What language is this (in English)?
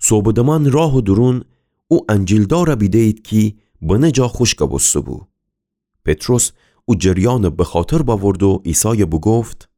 Gilaki